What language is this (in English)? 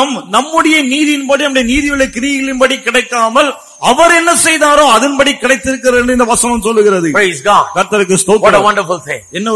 Tamil